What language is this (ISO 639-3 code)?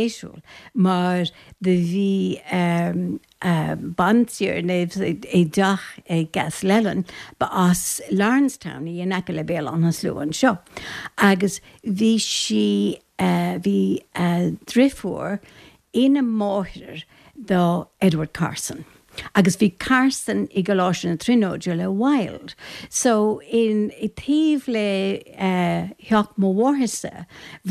gle